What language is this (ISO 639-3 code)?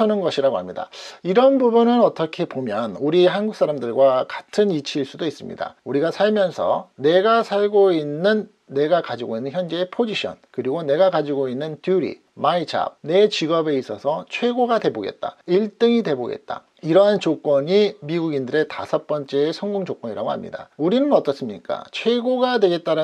kor